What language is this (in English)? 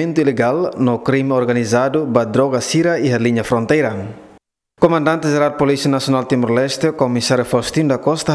Tetum